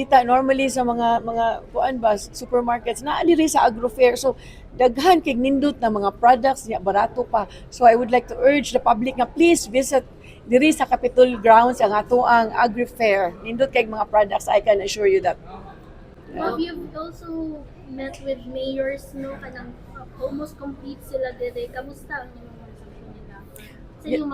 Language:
Cebuano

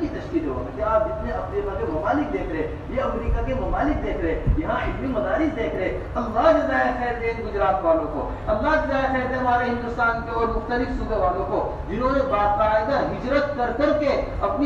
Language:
Urdu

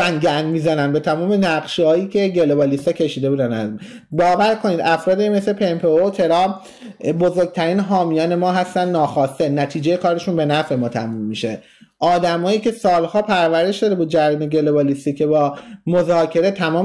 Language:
Persian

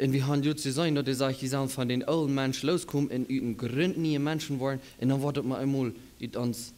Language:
Plautdietsch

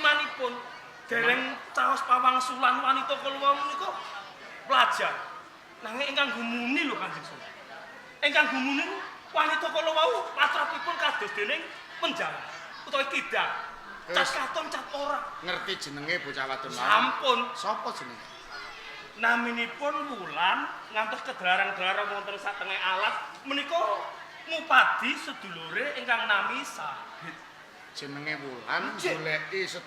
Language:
Javanese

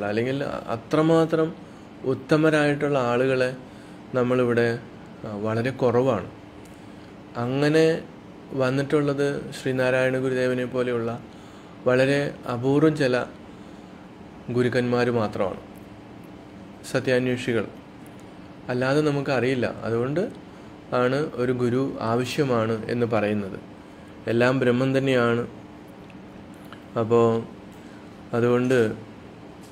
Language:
Malayalam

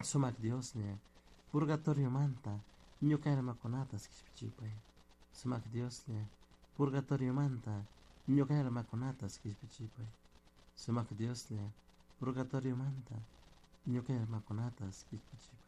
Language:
Chimborazo Highland Quichua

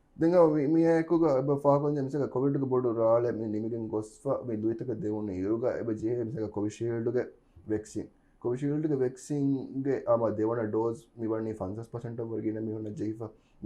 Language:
Divehi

